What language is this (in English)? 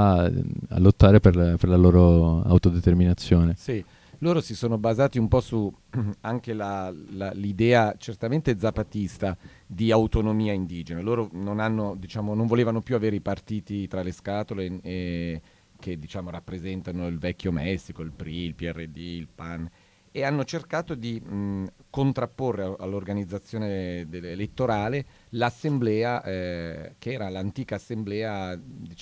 Italian